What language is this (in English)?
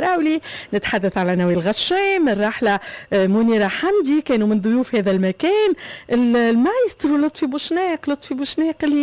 Tunisian Arabic